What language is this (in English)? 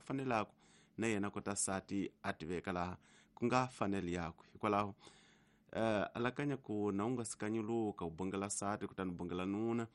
Tsonga